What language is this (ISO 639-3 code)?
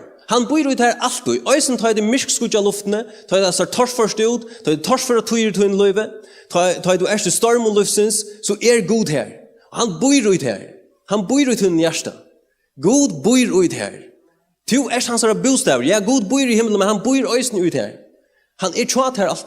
fao